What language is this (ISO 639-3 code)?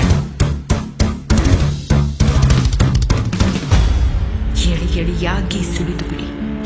kan